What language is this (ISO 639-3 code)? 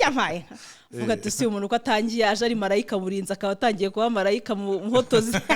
kin